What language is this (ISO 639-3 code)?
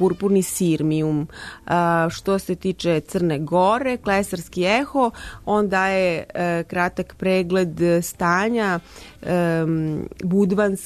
srp